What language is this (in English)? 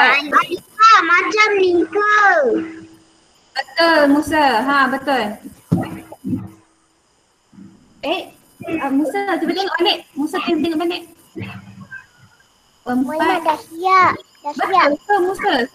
Malay